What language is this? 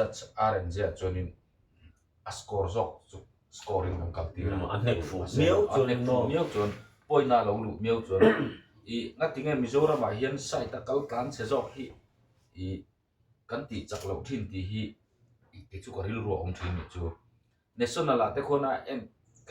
Mizo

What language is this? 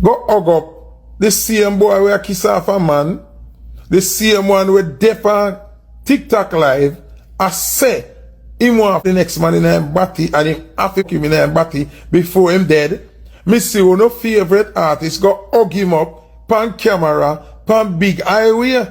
Jamaican Creole English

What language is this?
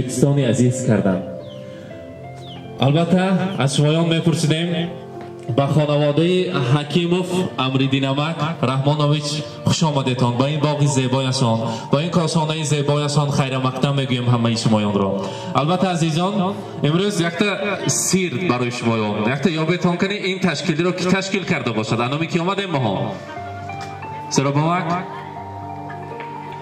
Tajik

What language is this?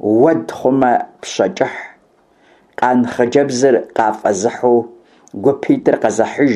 Kabardian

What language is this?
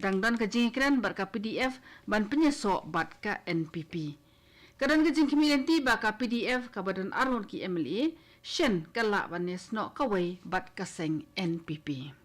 Khasi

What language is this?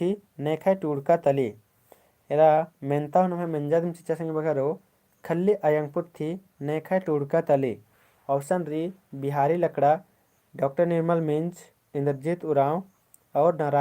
Kurukh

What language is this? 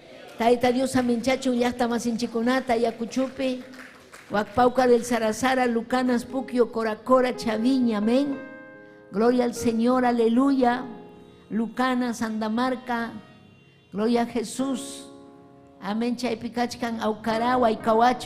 Ayacucho Quechua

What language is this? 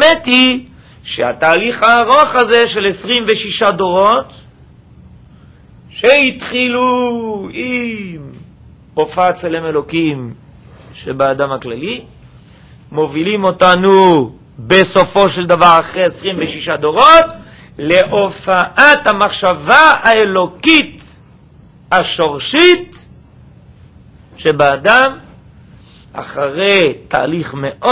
Hebrew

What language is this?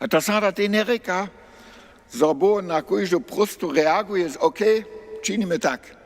Upper Sorbian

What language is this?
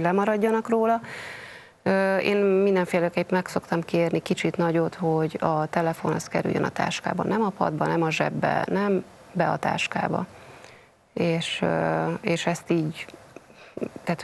Hungarian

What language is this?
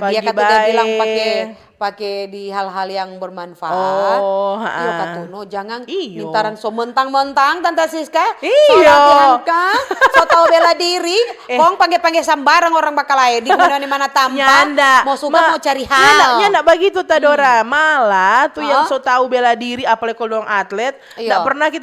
Manado Malay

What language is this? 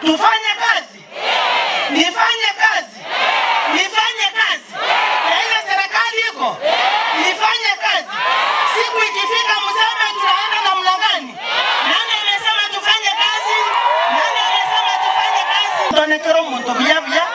Gusii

